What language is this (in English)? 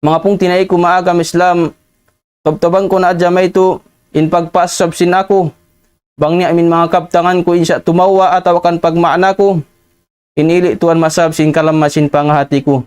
Tausug